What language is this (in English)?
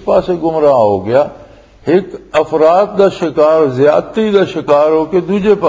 Western Panjabi